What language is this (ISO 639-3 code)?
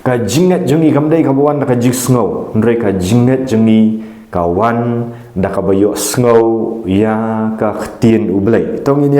kha